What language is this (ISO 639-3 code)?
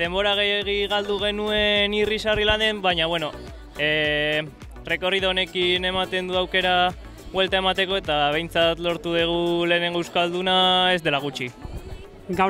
eus